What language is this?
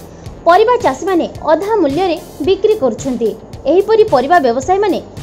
Odia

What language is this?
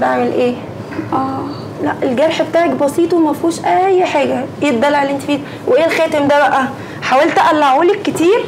Egyptian Arabic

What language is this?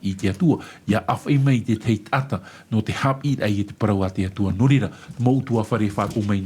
Tahitian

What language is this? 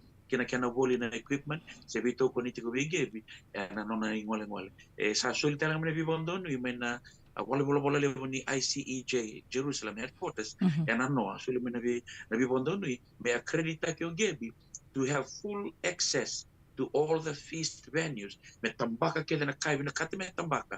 Fijian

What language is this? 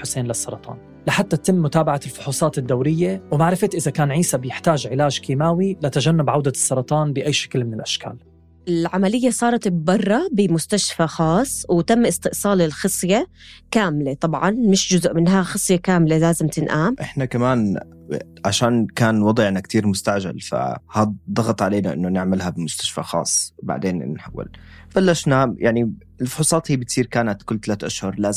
North Levantine Arabic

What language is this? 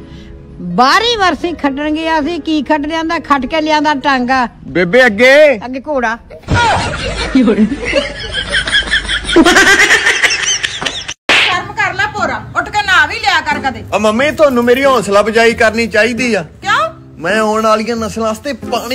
Punjabi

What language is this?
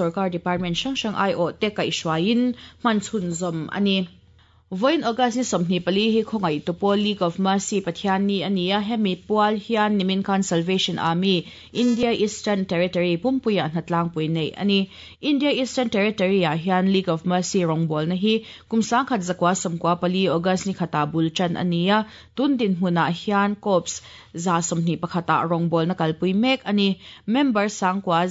Mizo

